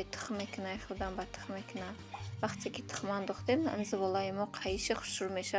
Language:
Tajik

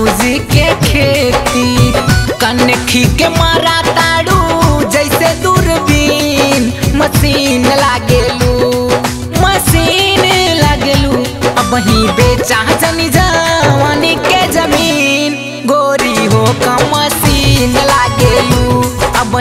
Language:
Bhojpuri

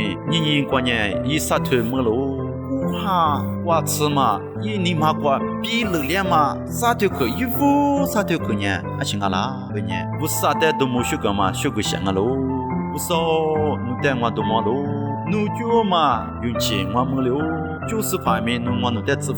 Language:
Lisu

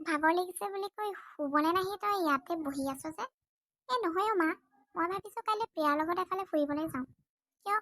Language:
Assamese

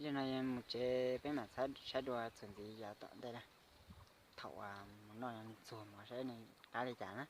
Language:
Hmong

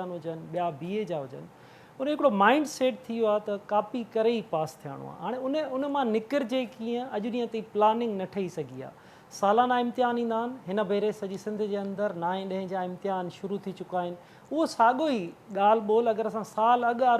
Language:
Sindhi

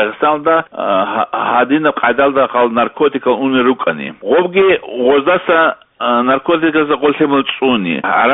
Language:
Avaric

